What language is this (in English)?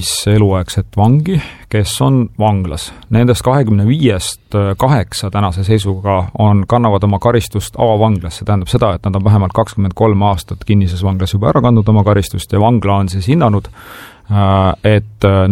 Estonian